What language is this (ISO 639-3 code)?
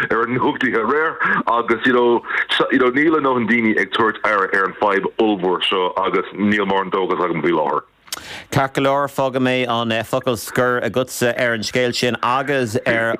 gle